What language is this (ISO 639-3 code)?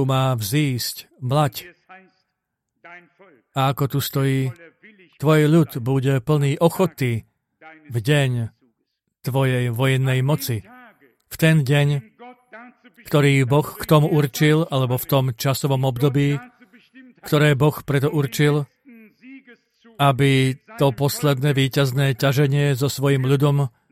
slk